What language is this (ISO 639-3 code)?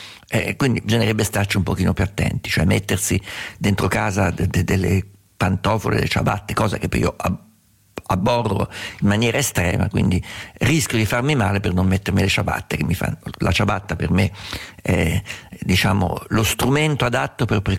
ita